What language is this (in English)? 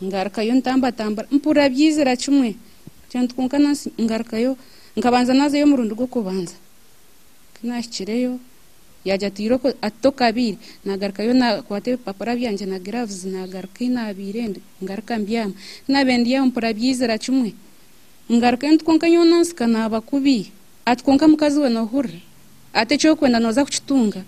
Nyankole